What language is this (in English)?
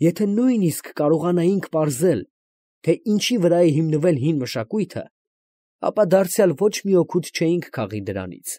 Armenian